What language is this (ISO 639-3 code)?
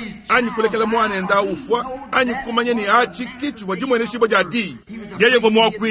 lua